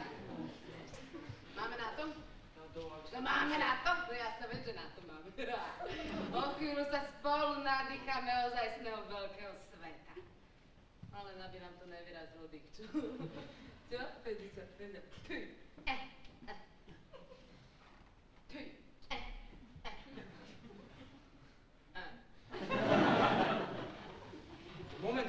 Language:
Slovak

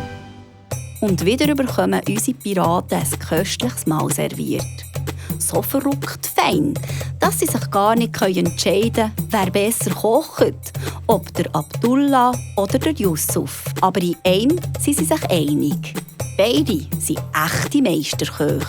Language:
Swiss German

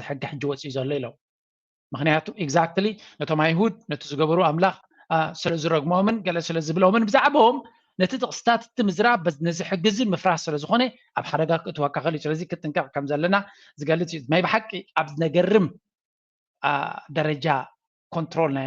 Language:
Tigrinya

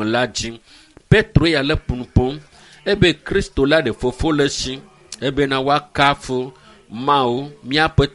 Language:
Ewe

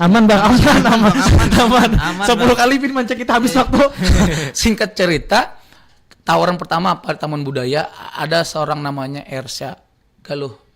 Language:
Banjar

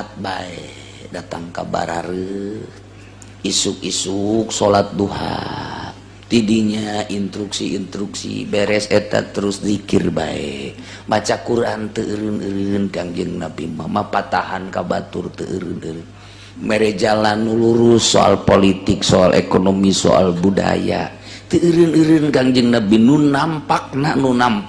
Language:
Sundanese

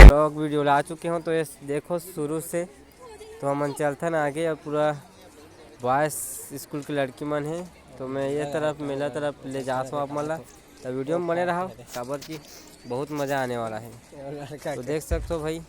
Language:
Chhattisgarhi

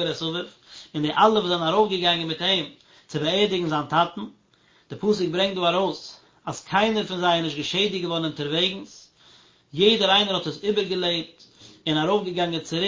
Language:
Yiddish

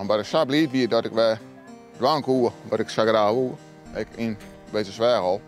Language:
Western Frisian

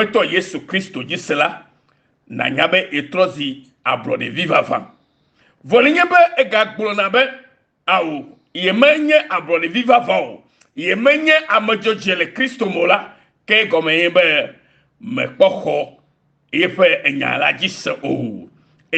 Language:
Ewe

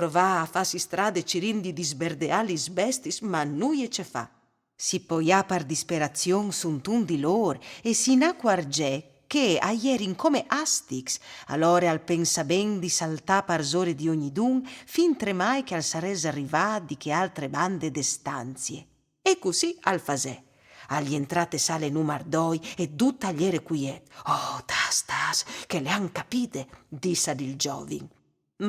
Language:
Friulian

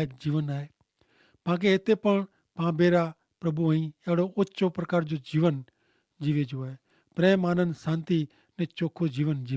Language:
Kachhi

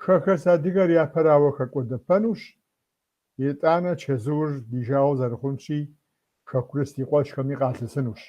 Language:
Kabardian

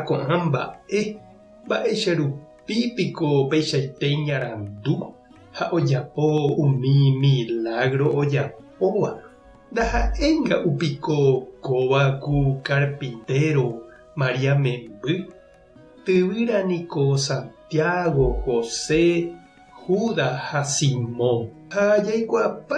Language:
Guarani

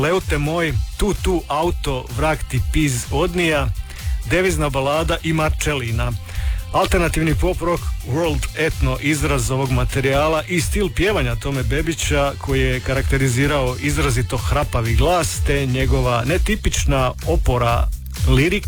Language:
Croatian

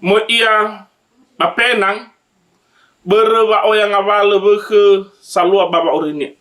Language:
Nias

